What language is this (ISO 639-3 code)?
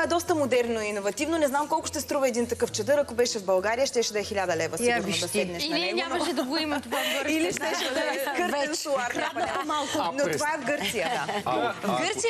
bul